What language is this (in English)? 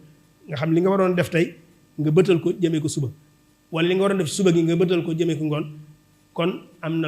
Wolof